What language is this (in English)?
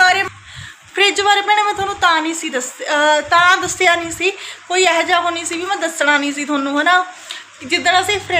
Punjabi